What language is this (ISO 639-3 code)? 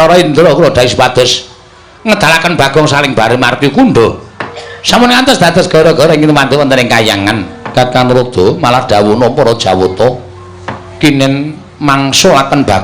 jav